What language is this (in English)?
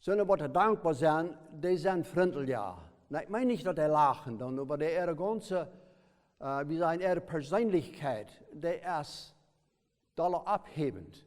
Plautdietsch